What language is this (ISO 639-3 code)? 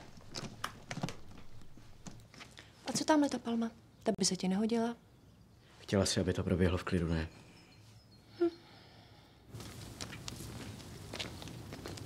ces